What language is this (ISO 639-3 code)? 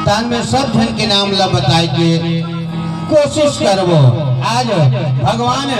hne